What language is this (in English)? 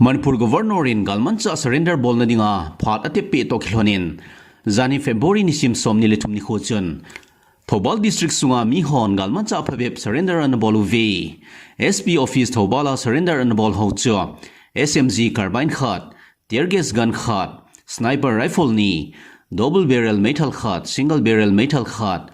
Thado Chin